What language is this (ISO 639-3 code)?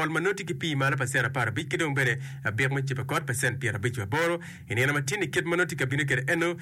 ach